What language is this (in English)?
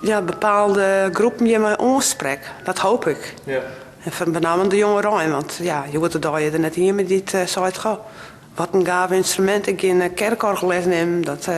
Western Frisian